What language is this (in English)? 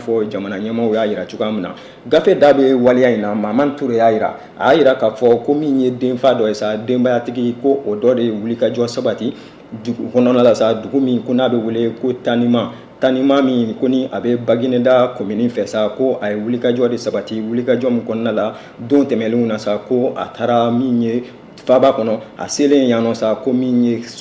Bambara